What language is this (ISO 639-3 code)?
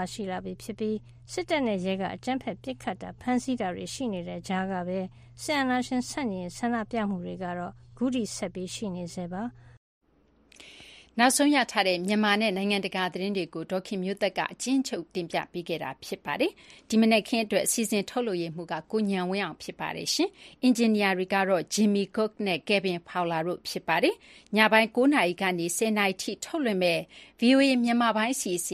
mya